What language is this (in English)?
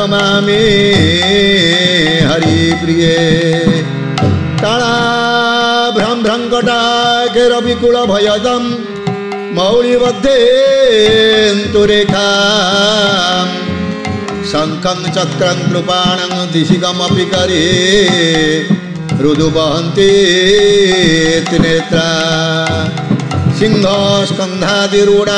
Odia